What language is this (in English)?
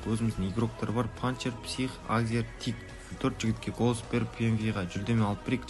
Kara-Kalpak